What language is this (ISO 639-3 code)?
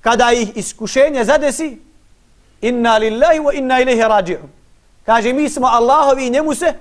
bos